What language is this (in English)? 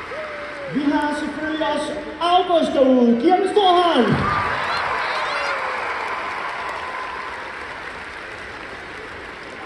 Danish